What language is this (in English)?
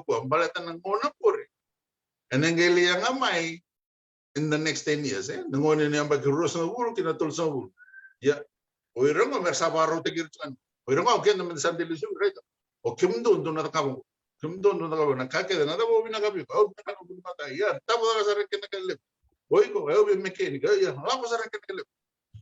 Fijian